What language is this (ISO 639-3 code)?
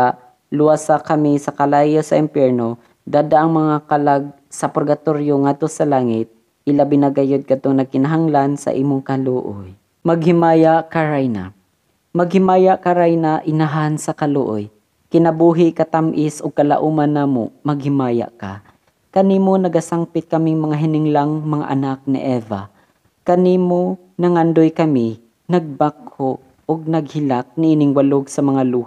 ceb